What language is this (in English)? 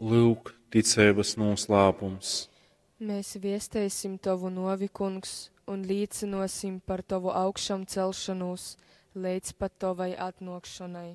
Latgalian